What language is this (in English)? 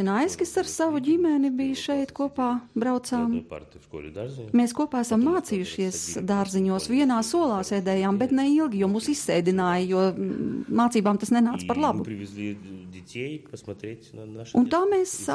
Latvian